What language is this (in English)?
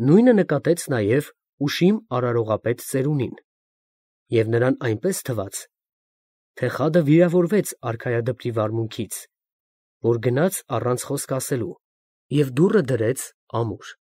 Armenian